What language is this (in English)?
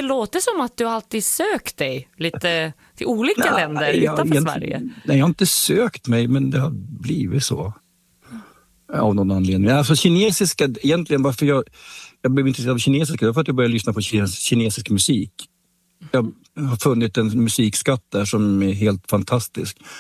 Swedish